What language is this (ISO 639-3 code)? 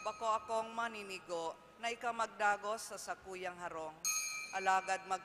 bik